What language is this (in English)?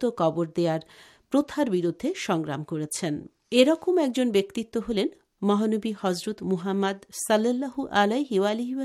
Bangla